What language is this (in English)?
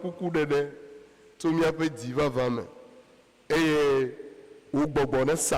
Ewe